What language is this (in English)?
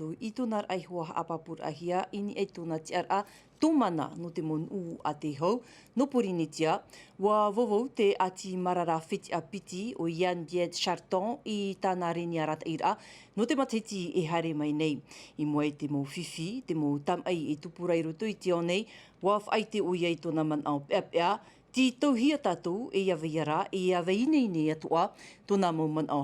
Tahitian